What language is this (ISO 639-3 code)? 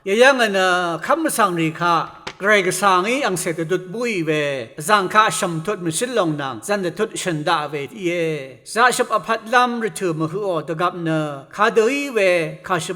raw